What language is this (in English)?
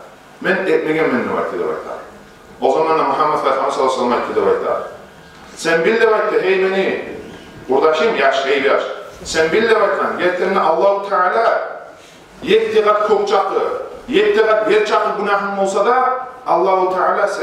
Kumyk